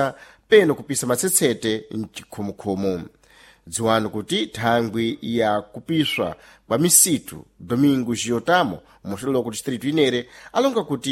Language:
Sena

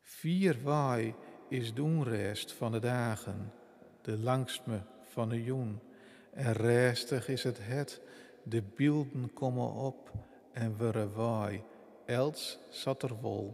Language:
Western Frisian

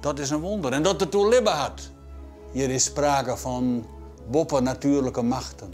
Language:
Western Frisian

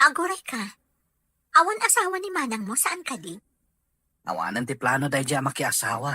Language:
Iloko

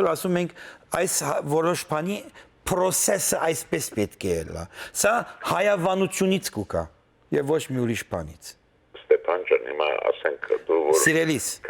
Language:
Western Armenian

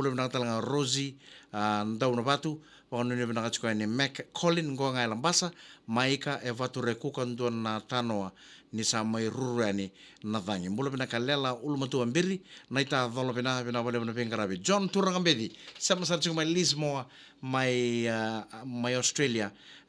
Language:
Fijian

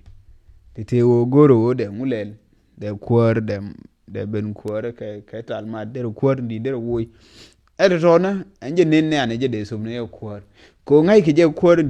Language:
Nuer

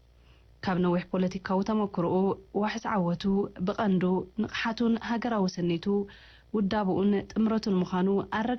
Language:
Tigrinya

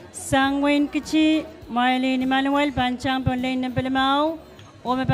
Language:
Pohnpeian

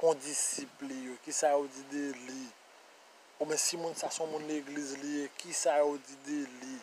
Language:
Haitian Creole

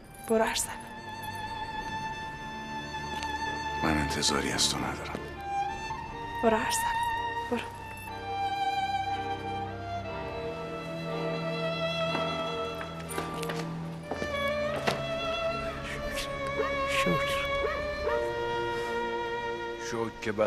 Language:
Persian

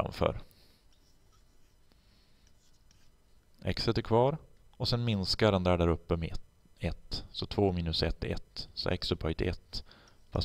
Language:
Swedish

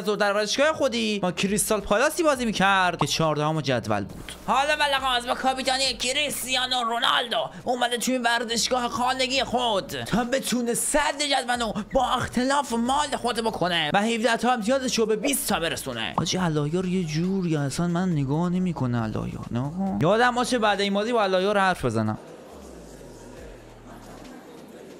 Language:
Persian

